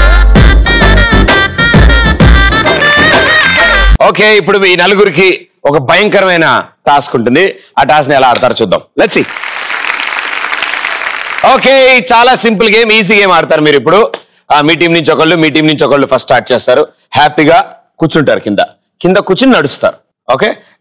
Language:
Telugu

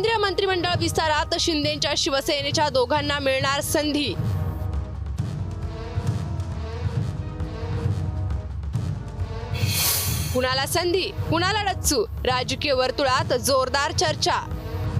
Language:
Marathi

